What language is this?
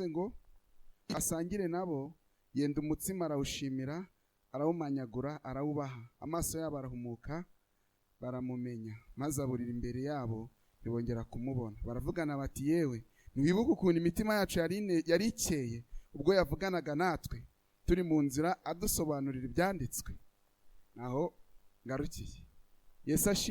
Kinyarwanda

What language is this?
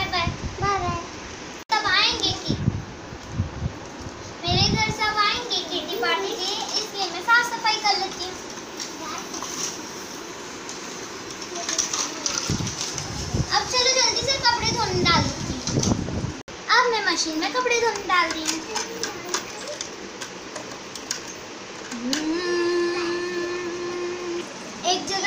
Hindi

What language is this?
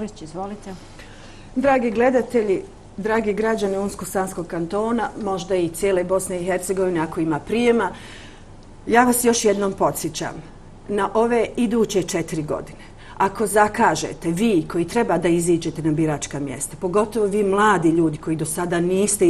Bosnian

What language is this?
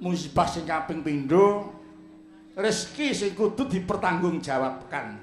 Javanese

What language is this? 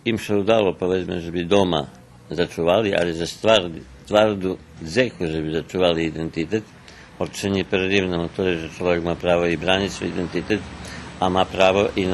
Rusyn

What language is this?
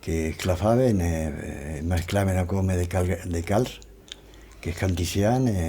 Occitan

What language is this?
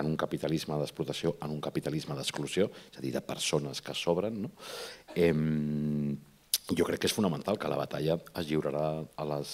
Catalan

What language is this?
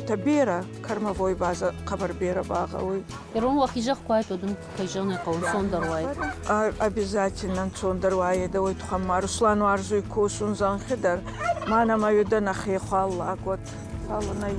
Ossetic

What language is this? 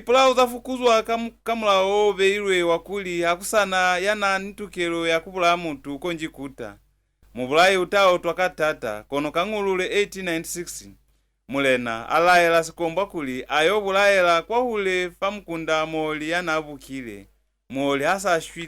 Lozi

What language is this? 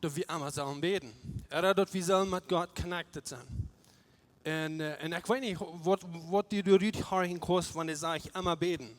Plautdietsch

